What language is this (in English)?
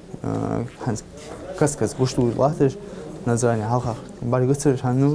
Ingush